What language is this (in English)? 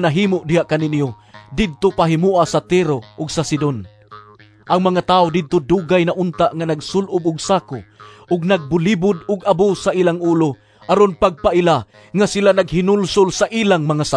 Cebuano